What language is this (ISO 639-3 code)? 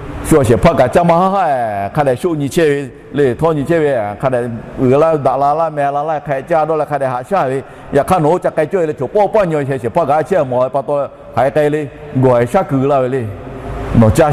lhu